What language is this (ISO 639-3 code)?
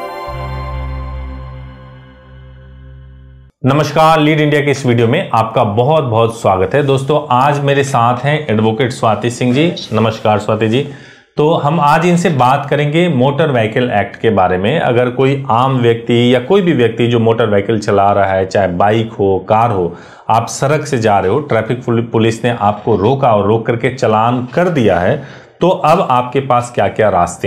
hin